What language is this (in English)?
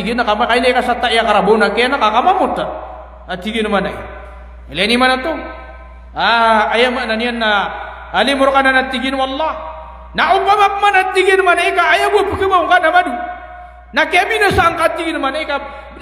Maranao